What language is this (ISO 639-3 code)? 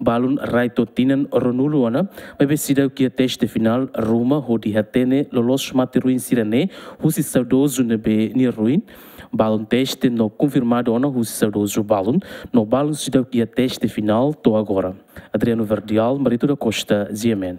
tet